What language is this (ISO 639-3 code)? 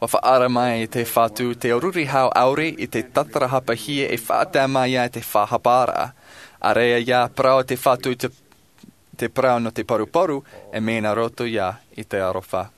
tah